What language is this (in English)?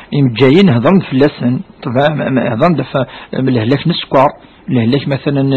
Kabyle